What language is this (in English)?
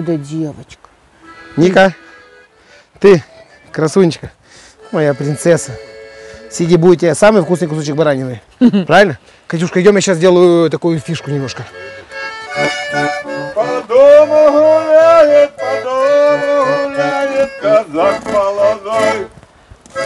Russian